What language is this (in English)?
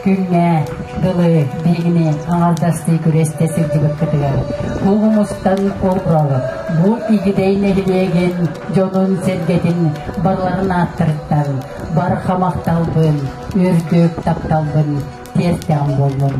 Yakut